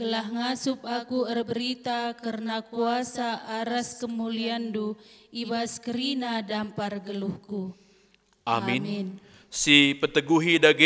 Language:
Batak Karo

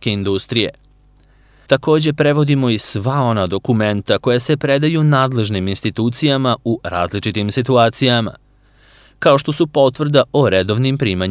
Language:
Serbian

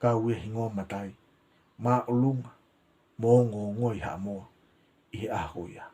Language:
Tongan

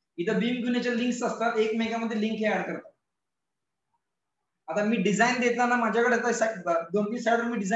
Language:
Marathi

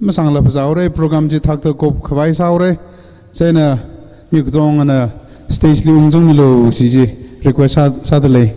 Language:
Tangkhul Naga (India)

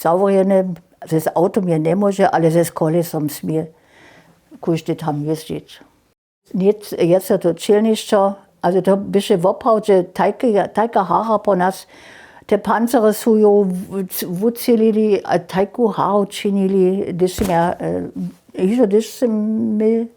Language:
Upper Sorbian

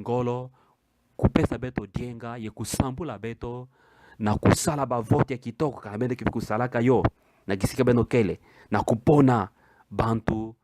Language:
Kituba (Democratic Republic of Congo)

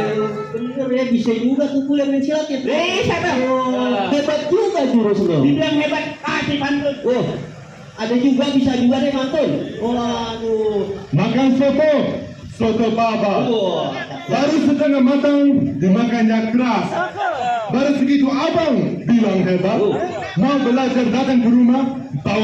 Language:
Betawi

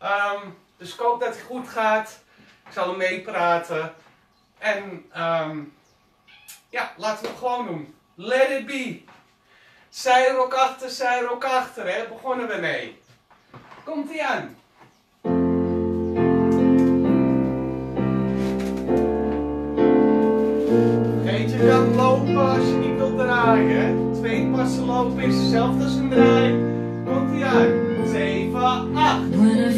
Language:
Dutch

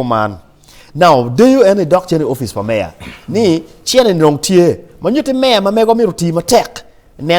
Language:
Acoli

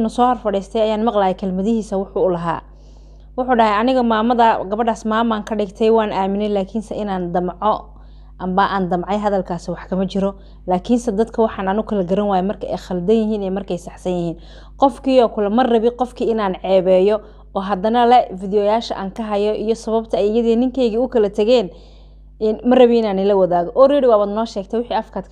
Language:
Somali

